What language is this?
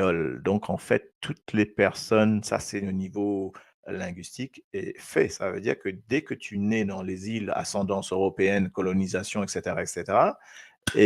Morisyen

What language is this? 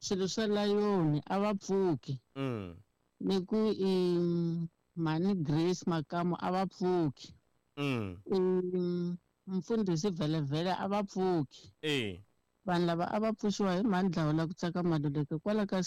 Tsonga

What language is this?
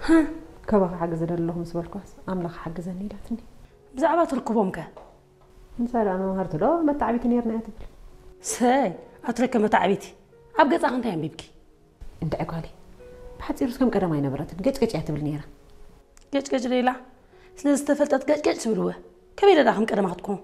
Tigrinya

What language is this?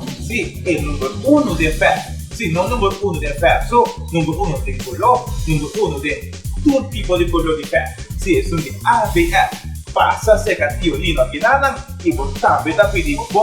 Papiamento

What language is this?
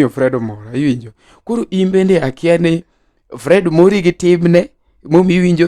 Luo (Kenya and Tanzania)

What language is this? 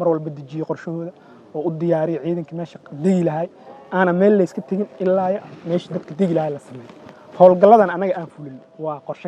Somali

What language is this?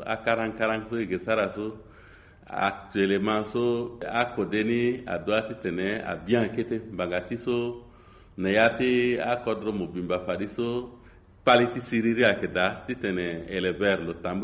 Sango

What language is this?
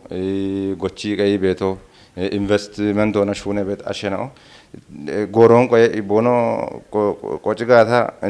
Kafa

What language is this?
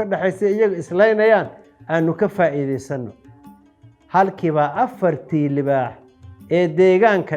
Somali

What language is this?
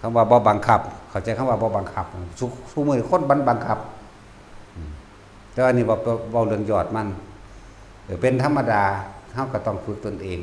Northeastern Thai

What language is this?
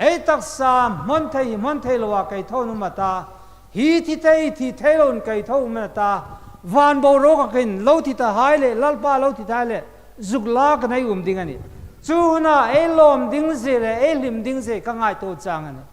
Hmar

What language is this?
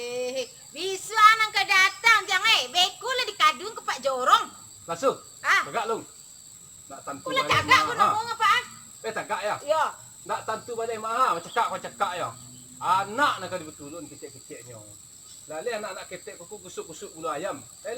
Minangkabau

